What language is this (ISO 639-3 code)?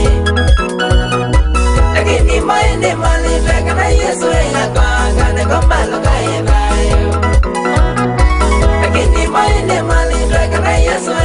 swa